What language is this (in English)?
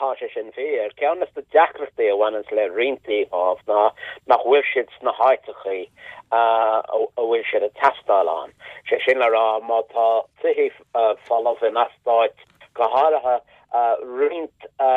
Irish